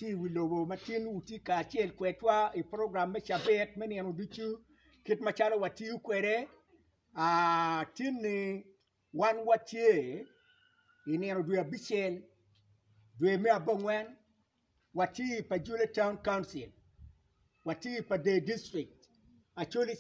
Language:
Acoli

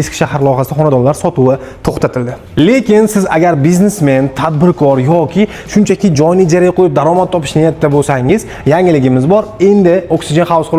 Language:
Uzbek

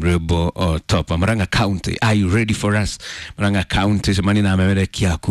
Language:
Kikuyu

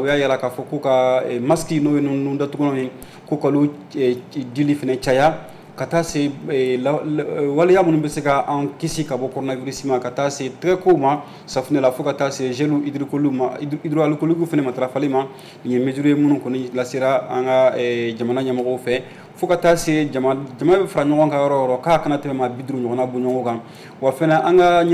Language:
Bambara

